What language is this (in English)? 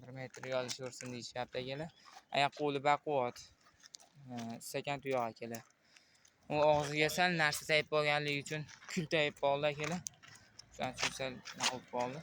Uzbek